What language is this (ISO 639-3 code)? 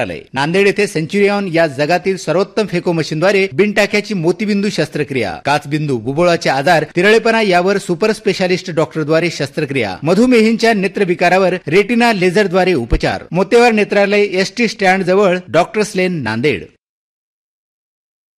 mar